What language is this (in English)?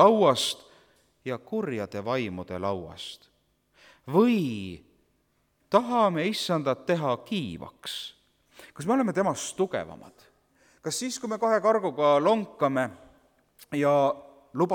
Estonian